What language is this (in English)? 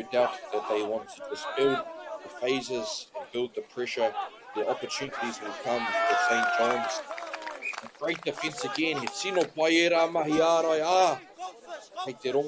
Māori